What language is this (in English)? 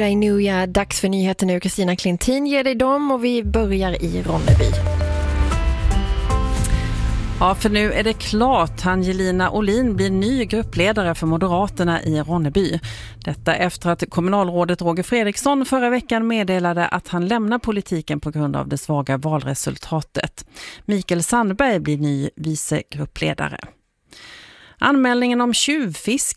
Swedish